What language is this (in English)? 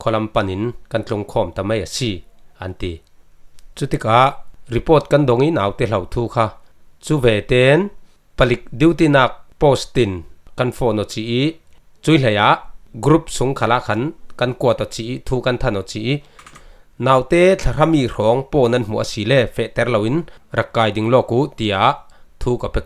Falam Chin